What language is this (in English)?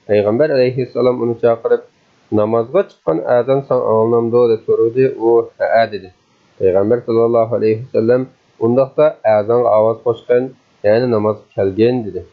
Uyghur